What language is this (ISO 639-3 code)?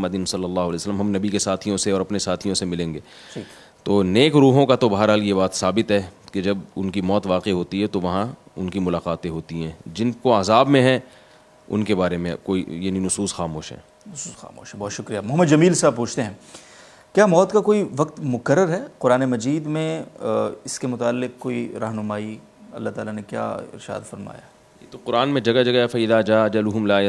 urd